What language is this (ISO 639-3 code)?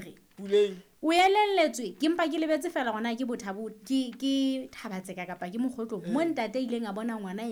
sot